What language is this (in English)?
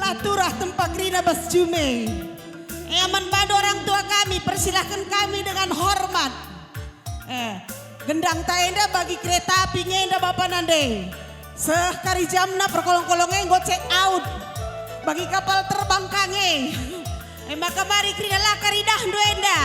Batak Karo